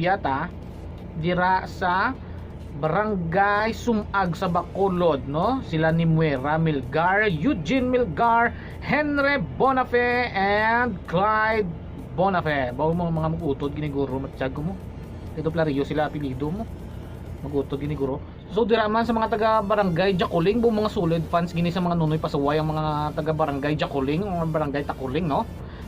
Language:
Hiligaynon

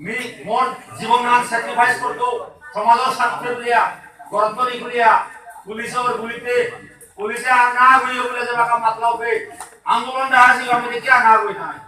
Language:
Bishnupriya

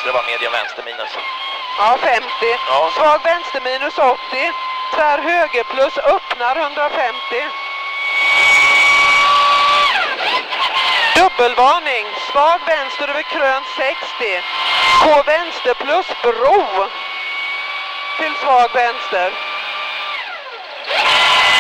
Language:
Swedish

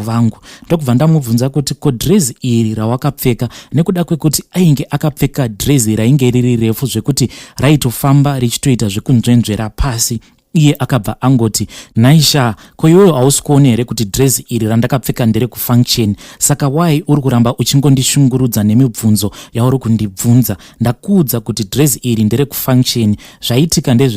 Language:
Shona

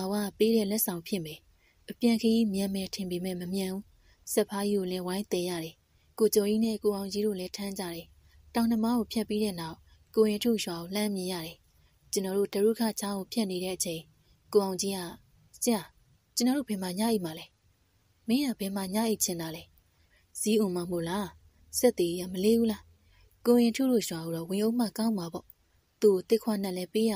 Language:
Burmese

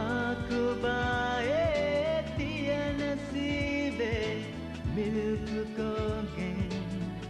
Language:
Divehi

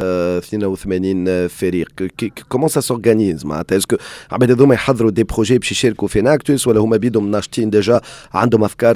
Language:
Tunisian Arabic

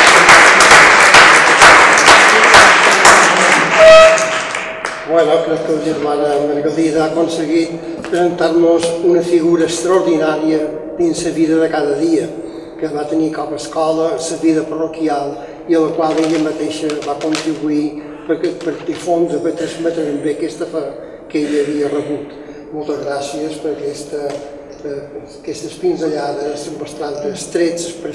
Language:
Catalan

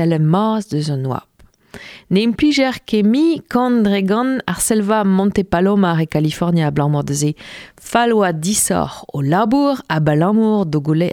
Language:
Breton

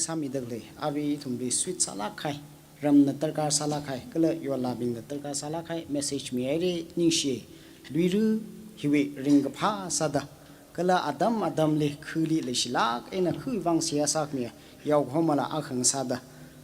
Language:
Tangkhul Naga (India)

